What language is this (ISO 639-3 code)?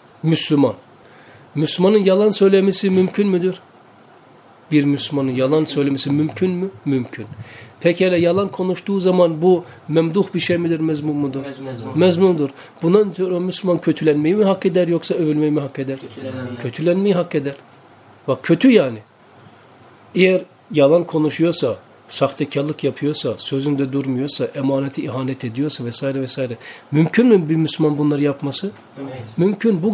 tur